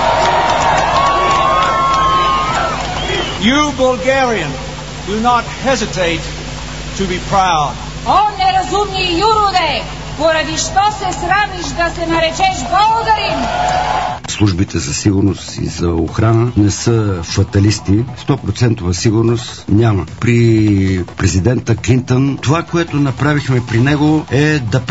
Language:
Bulgarian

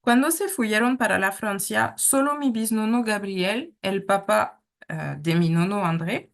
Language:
Ladino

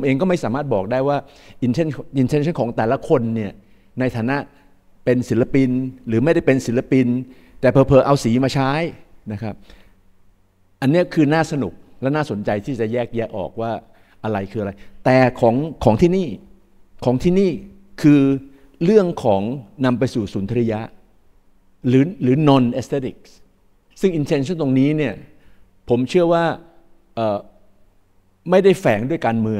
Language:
Thai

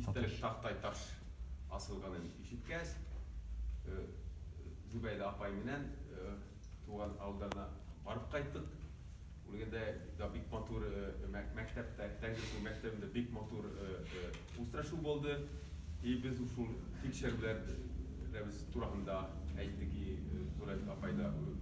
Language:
Bashkir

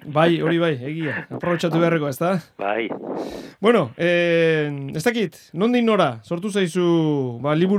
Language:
Basque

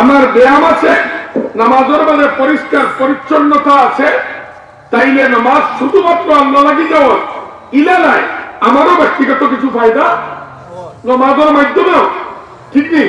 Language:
Sylheti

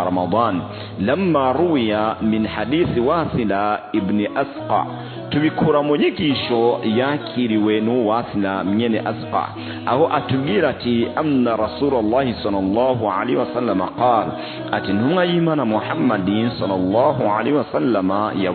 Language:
Rundi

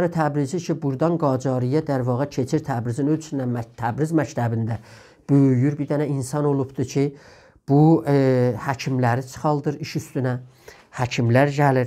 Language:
South Azerbaijani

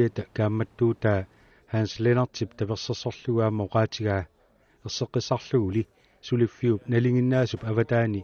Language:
Kalaallisut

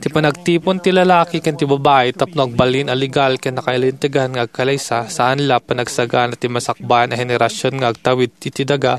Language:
Iloko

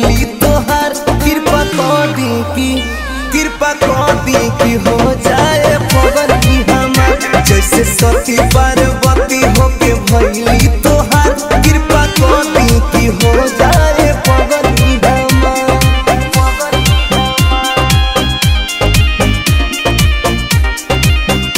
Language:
Bhojpuri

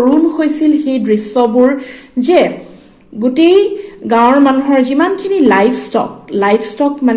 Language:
Assamese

